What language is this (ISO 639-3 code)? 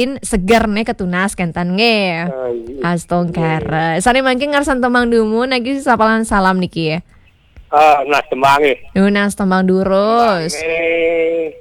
ban